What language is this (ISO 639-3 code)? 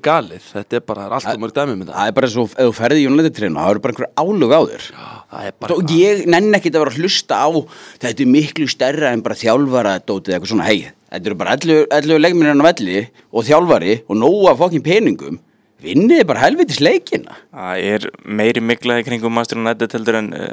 isl